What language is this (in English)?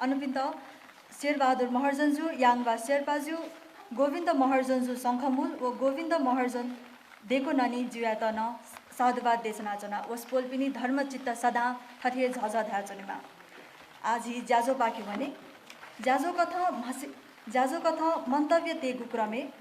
Newari